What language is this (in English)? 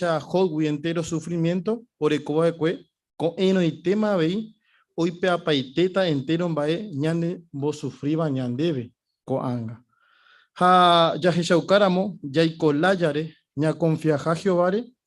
Guarani